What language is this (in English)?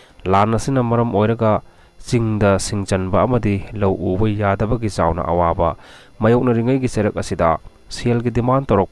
Manipuri